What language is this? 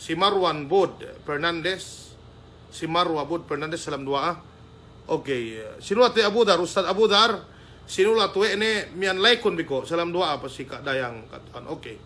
Yakan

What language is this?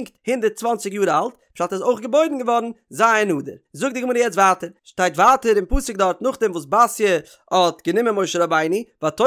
Yiddish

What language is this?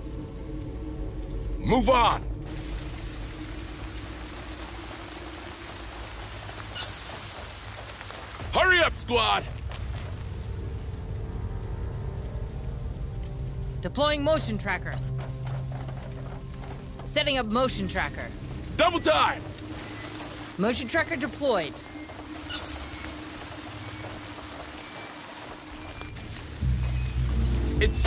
English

